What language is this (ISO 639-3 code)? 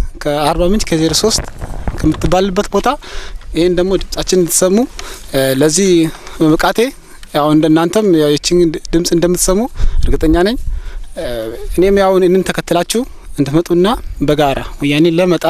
amh